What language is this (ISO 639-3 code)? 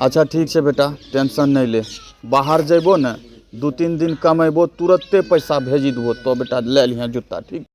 anp